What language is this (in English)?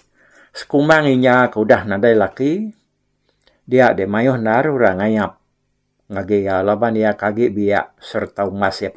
Iban